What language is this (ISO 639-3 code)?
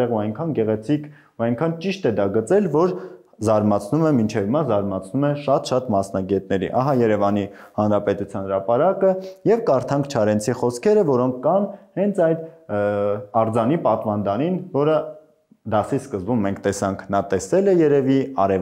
hye